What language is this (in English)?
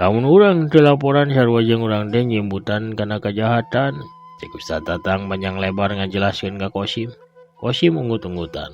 Sundanese